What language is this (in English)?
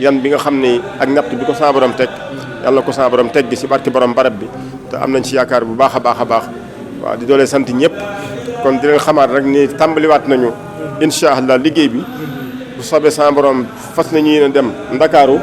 Wolof